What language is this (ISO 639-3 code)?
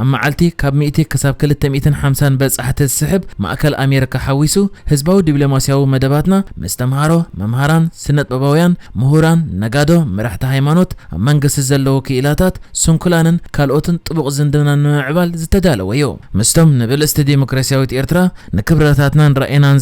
tir